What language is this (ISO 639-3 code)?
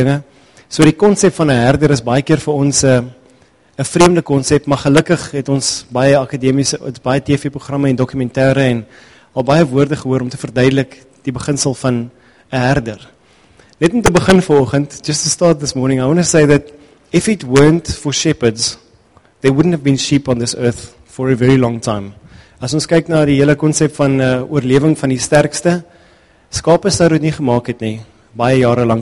afr